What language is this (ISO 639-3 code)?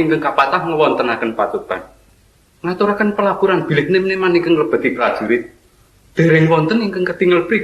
jav